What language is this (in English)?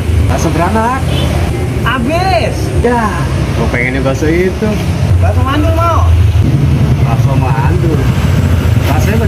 Betawi